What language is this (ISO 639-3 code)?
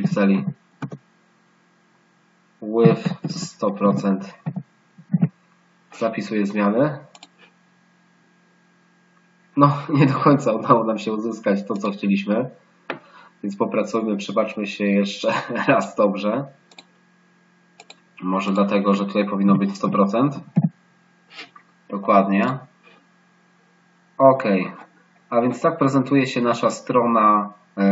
pol